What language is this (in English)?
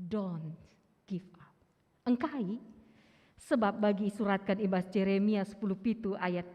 Batak Karo